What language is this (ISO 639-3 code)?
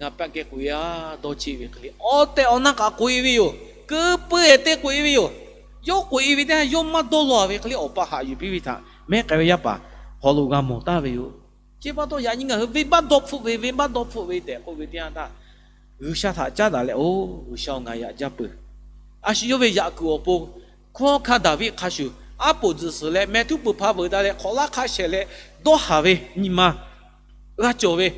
lhu